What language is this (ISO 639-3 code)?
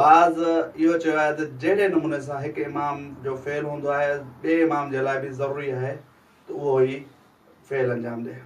snd